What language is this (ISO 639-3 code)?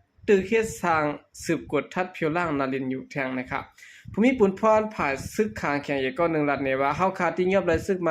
shn